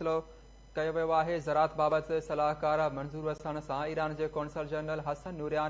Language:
Sindhi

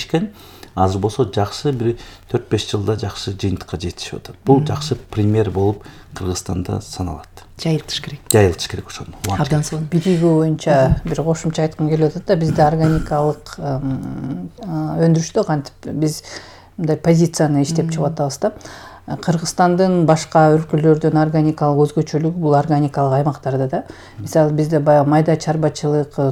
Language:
Kyrgyz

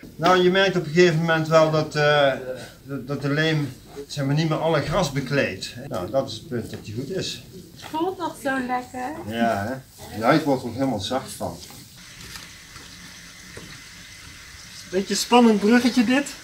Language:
Dutch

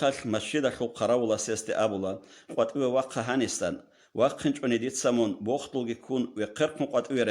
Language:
Avaric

